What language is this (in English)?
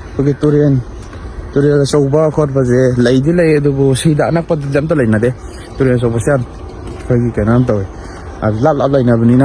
Manipuri